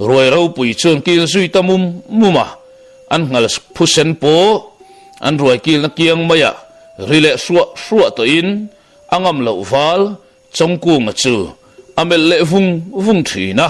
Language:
Mizo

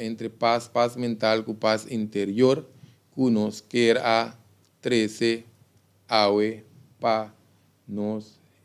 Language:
Papiamento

